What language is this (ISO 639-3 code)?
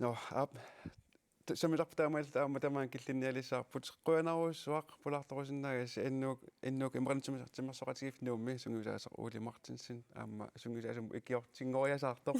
kal